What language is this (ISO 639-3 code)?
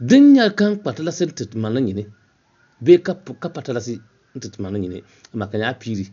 dag